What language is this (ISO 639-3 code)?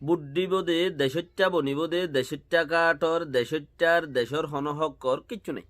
rhg